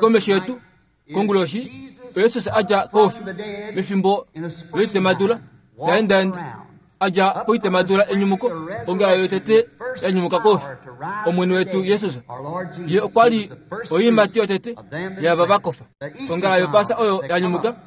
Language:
Kuanyama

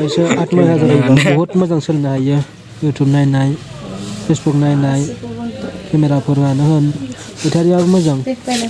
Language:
Bodo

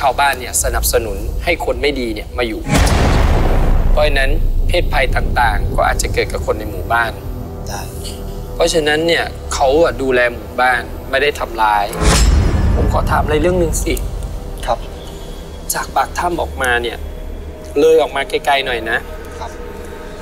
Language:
Thai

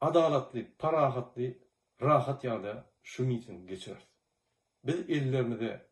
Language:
Turkmen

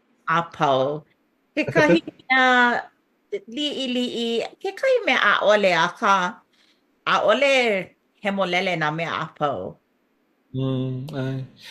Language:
Hawaiian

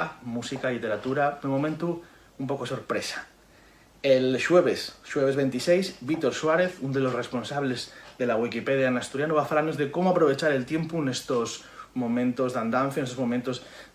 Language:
Asturian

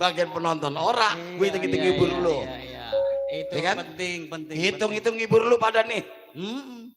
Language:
Betawi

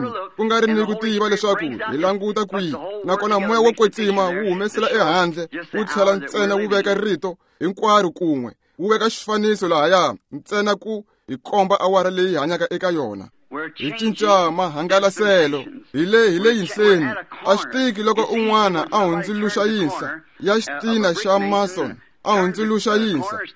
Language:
Tsonga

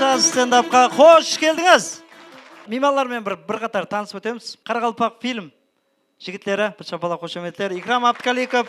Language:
Kara-Kalpak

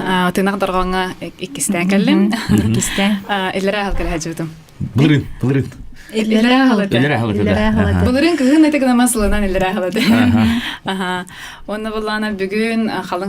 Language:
Yakut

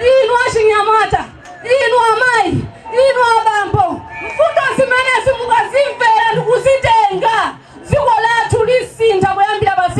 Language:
Nyanja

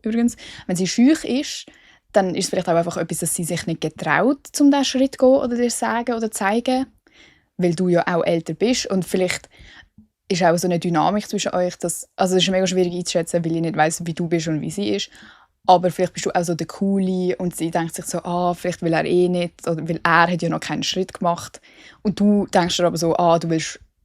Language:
Swiss German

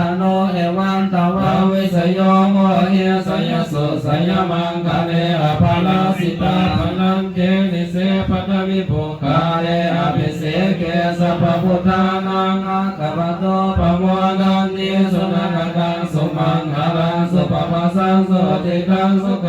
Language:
Pali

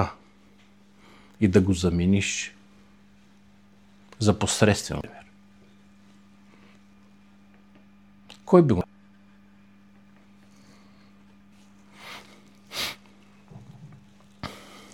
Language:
Bulgarian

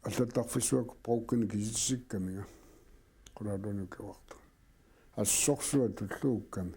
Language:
Kalaallisut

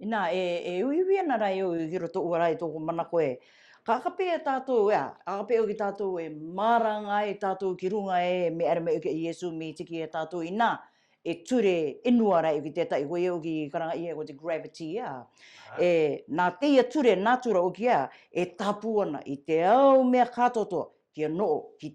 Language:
Rarotongan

